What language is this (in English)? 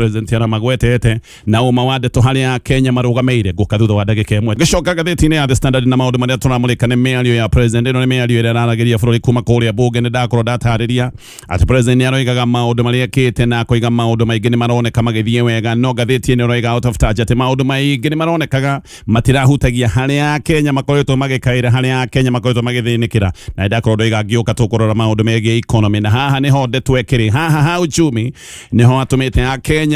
Kikuyu